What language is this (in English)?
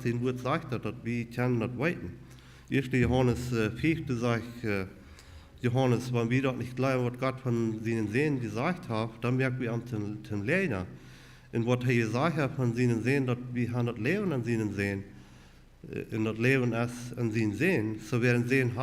Plautdietsch